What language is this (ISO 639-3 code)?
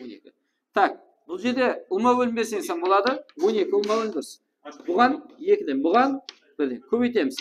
kaa